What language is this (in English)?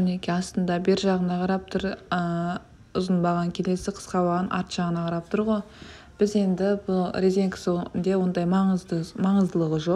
Kazakh